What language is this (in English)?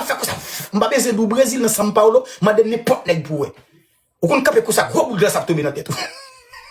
Haitian Creole